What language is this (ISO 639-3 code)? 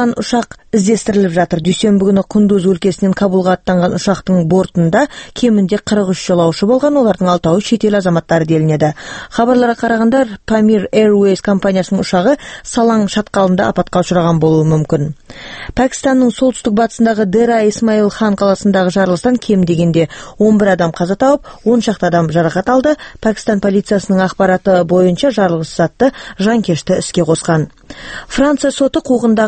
kaz